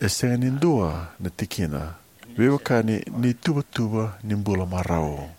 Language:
Fijian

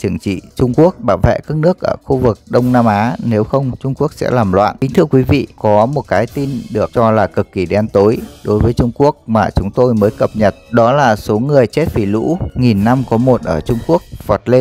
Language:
Vietnamese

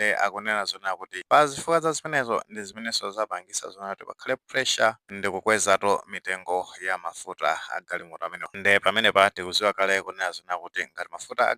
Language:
Nyanja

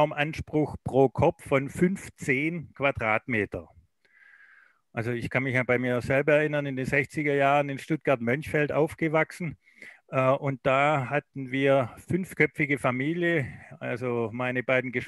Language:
German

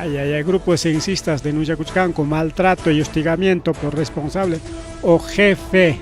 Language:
Ayacucho Quechua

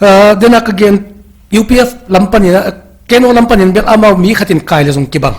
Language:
Paite Chin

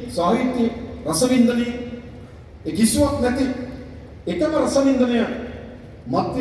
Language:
Sinhala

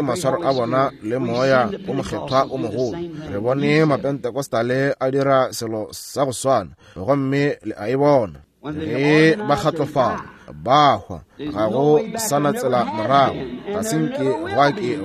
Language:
Northern Sotho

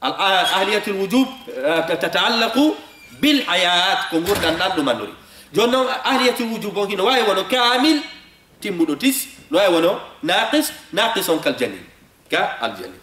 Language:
Fula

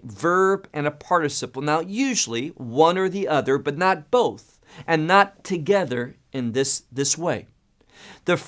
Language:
English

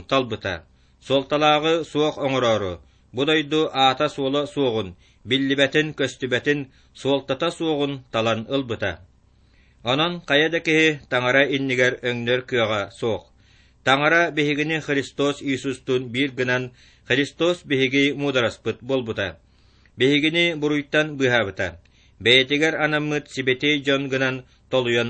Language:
Yakut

